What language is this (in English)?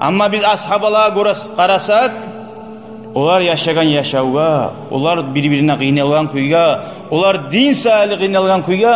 Kumyk